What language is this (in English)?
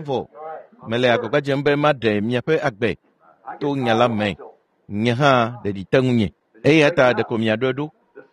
Ewe